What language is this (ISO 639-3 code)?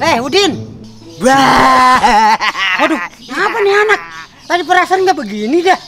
bew